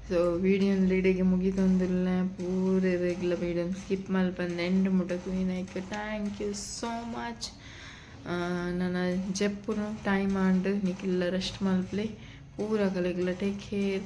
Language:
Tulu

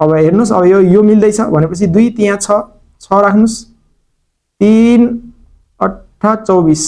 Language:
Nepali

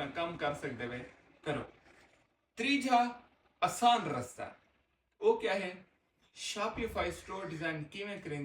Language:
Saraiki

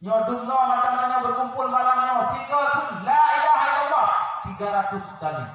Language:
Achinese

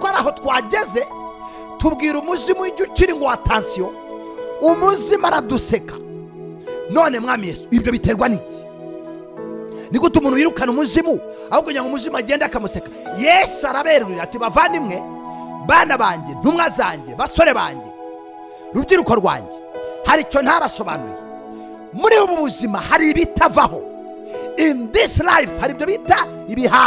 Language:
Kinyarwanda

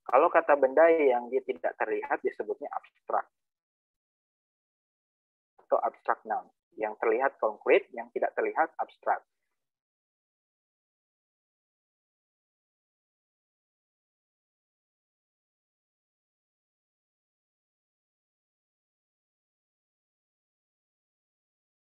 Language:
Indonesian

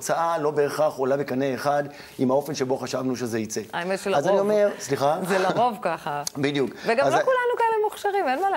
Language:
Hebrew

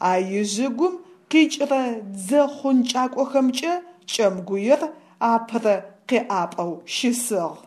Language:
Adyghe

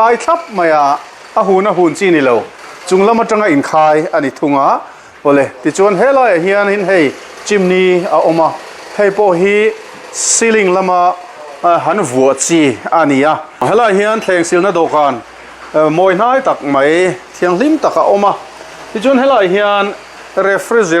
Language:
Mizo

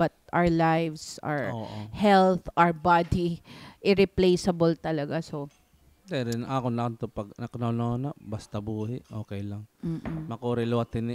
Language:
Waray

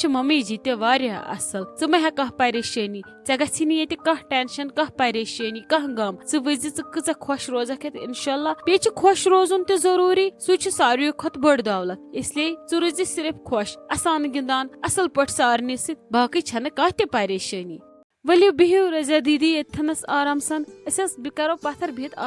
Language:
Kashmiri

